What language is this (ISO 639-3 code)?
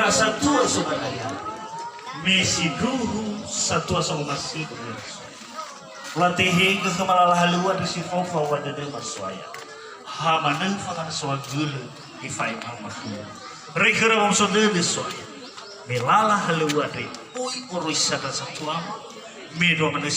nia